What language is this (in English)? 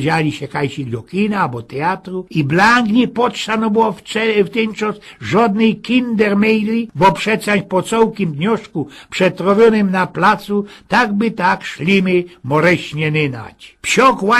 Silesian